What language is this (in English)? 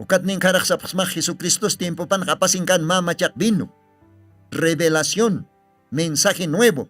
Aymara